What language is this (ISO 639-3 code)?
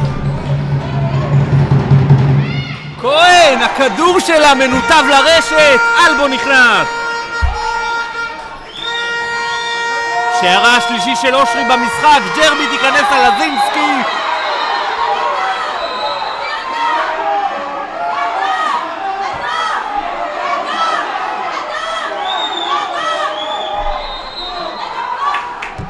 heb